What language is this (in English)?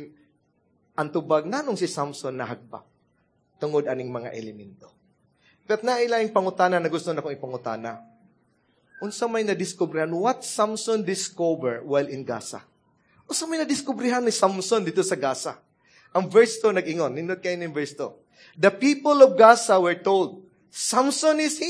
Cebuano